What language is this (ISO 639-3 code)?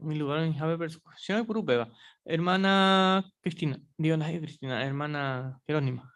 grn